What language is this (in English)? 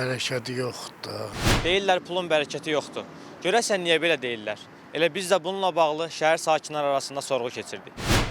Azerbaijani